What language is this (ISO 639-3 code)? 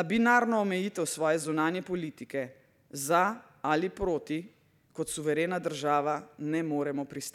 slv